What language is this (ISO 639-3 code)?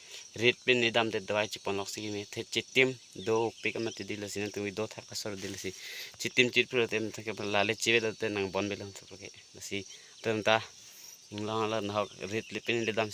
mjw